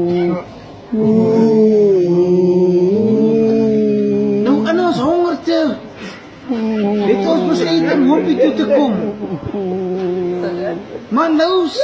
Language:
Afrikaans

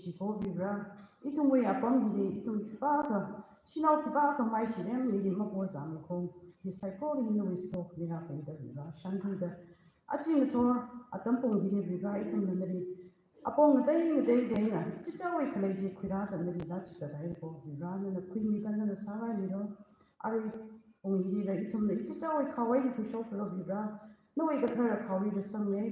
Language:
Tangkhul Naga (India)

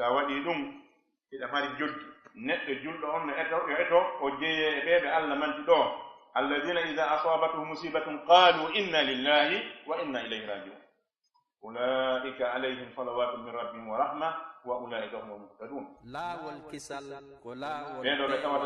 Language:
Fula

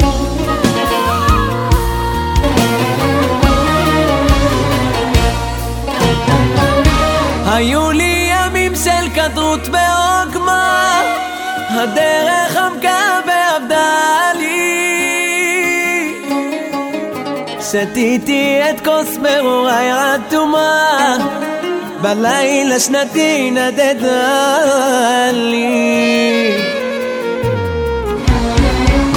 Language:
Hebrew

